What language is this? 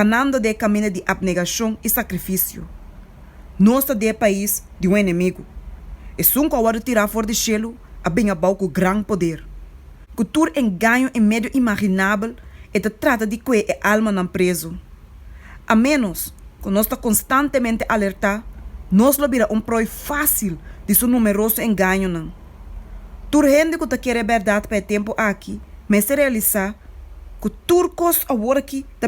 Papiamento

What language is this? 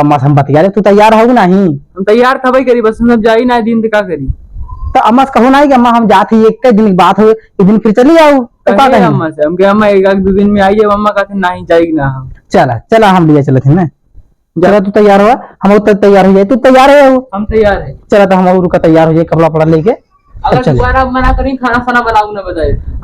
Awadhi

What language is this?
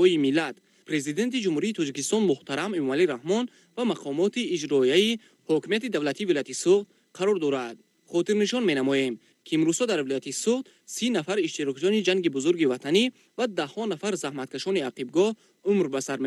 Tajik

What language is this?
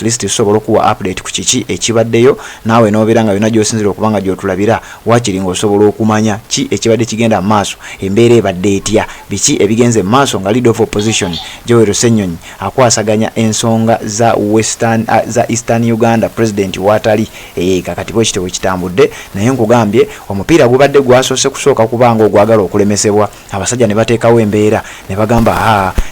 Ganda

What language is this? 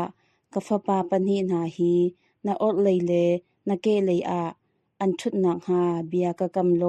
Hakha Chin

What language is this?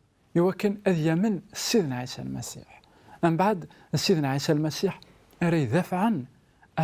Kabyle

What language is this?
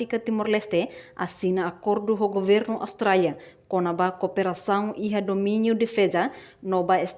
Tetum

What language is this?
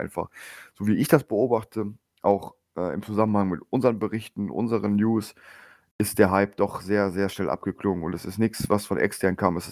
German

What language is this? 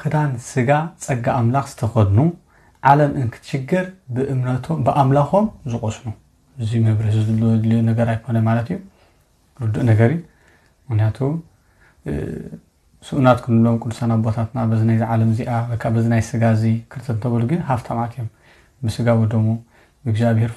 Tigrinya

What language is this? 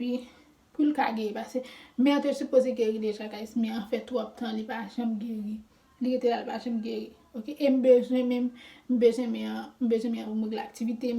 Haitian Creole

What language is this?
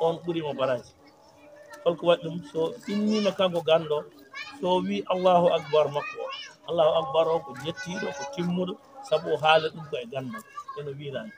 Fula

